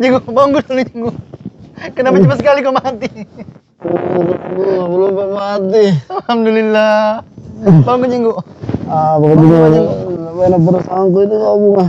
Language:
Makassar Malay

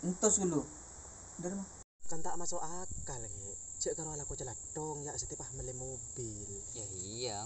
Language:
Madurese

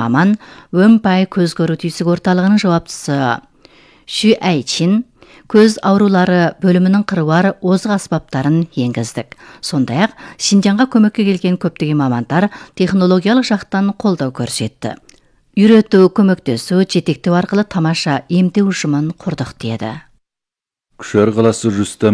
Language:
Kazakh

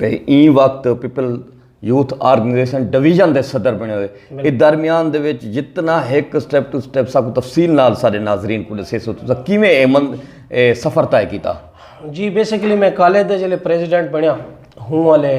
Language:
Saraiki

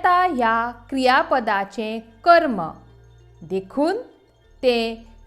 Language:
Konkani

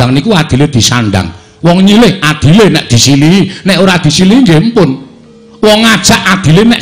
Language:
Javanese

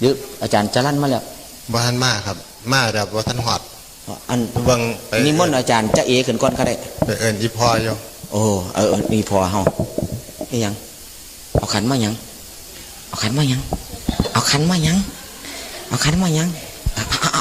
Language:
Northeastern Thai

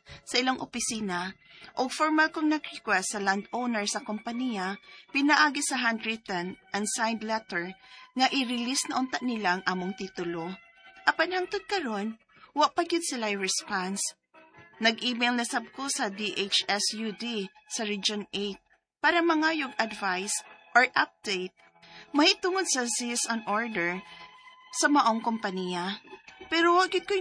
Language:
Cebuano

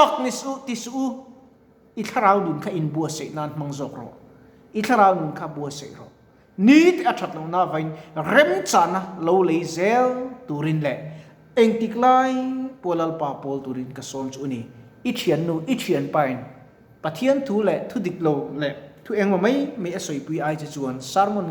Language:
Mizo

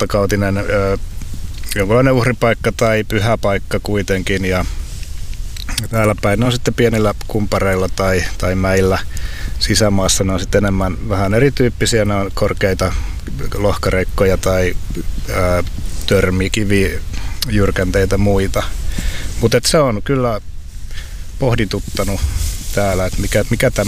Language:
Finnish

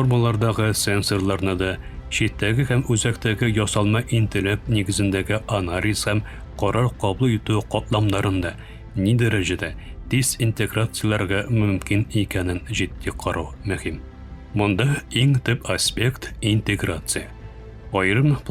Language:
Tatar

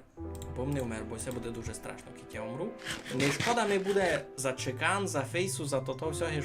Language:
Rusyn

